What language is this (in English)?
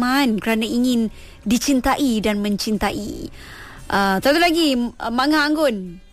Malay